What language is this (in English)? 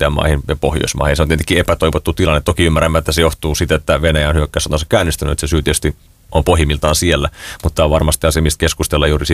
Finnish